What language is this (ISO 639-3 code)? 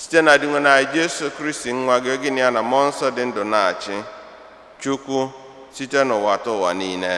ibo